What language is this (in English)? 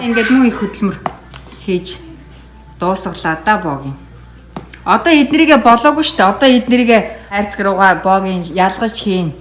Mongolian